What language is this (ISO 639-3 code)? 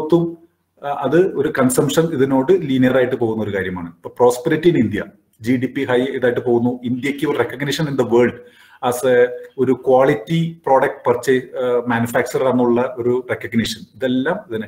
mal